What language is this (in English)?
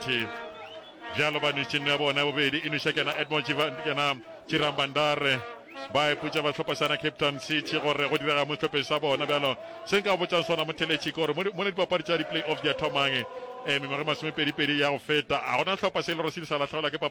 Northern Sotho